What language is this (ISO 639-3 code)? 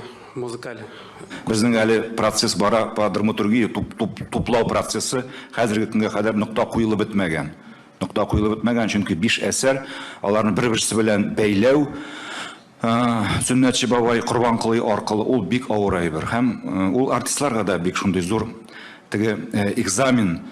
tat